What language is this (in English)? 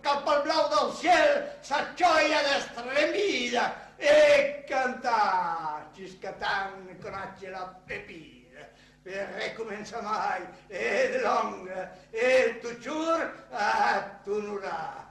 Occitan